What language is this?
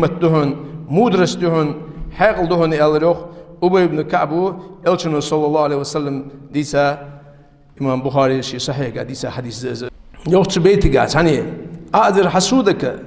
Ingush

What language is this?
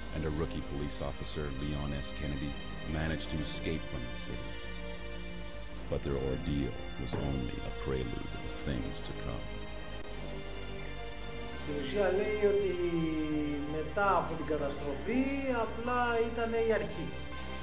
Greek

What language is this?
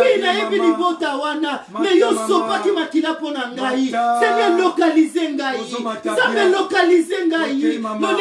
Lingala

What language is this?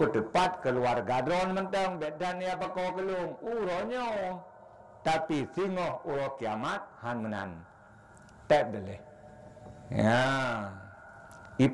Achinese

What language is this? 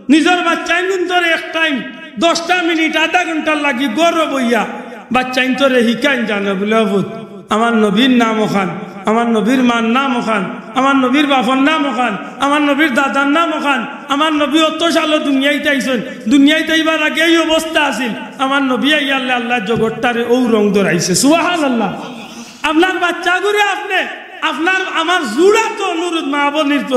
Sylheti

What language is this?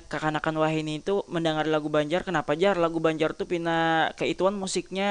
Banjar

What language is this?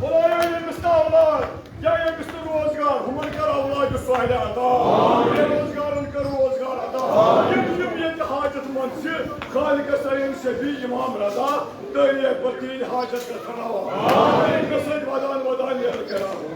Kashmiri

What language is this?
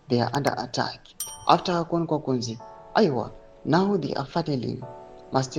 Shona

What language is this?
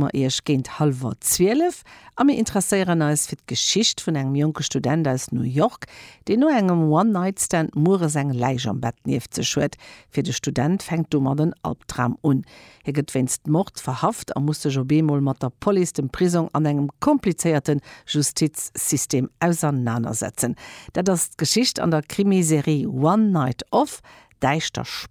Luxembourgish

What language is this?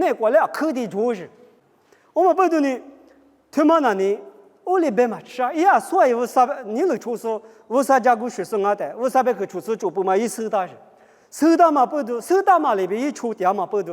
Lisu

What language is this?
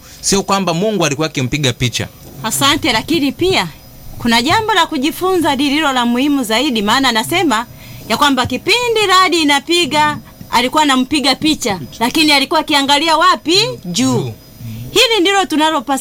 Swahili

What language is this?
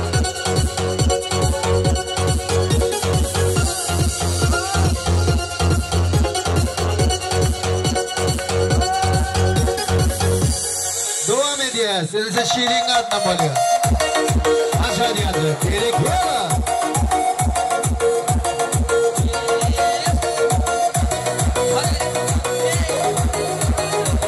Turkish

